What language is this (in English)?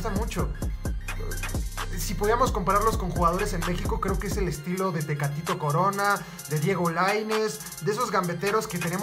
Spanish